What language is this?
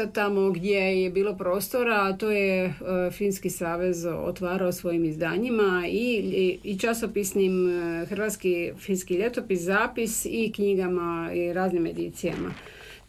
Croatian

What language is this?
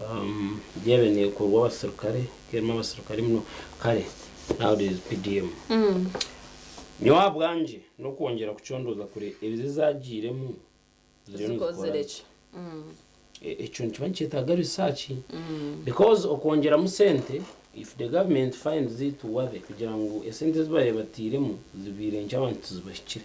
Nyankole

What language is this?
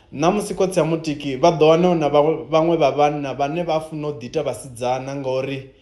Venda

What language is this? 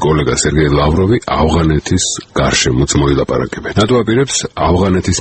Georgian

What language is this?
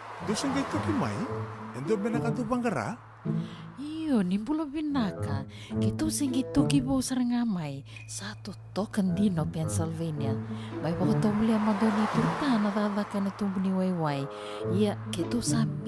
Fijian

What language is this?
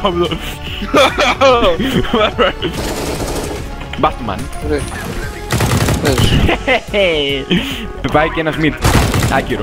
Greek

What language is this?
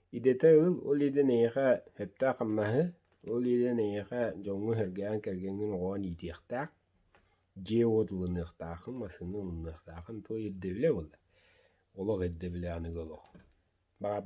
Yakut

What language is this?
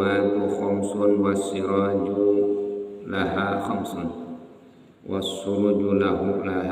Sundanese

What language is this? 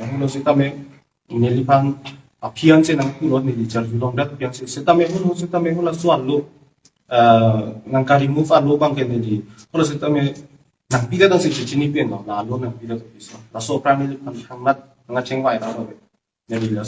Karbi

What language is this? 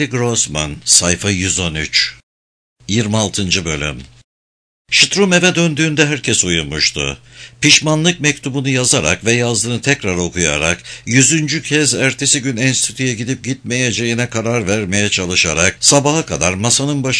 Turkish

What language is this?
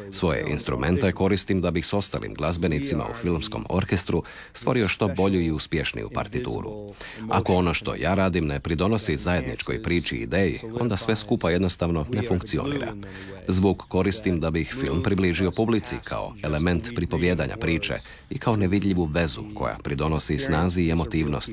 Croatian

